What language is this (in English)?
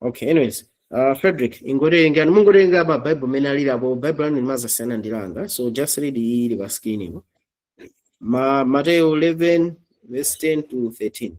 Nyanja